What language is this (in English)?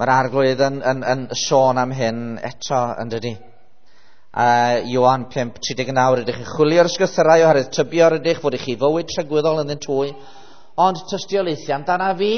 Welsh